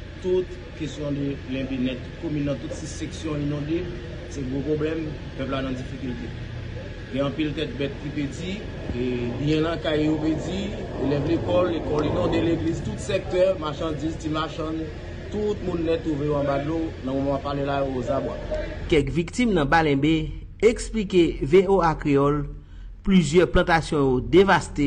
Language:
Haitian Creole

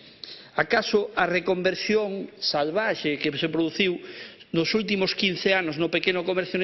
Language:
Galician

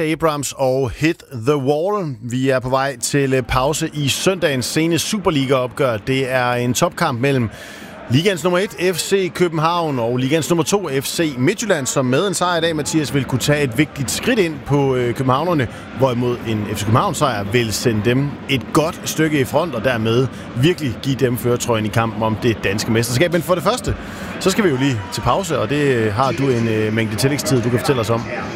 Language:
Danish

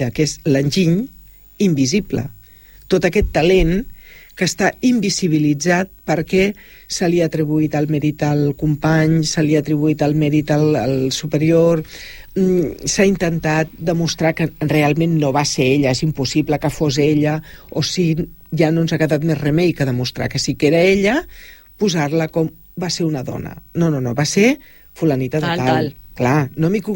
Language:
Catalan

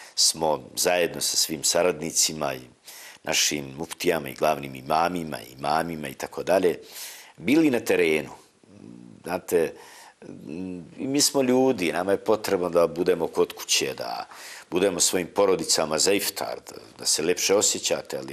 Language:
Bosnian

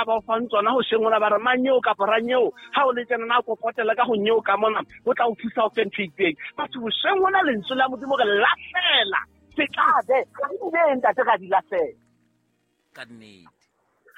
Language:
Southern Sotho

